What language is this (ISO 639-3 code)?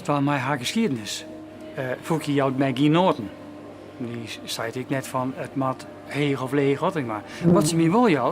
fry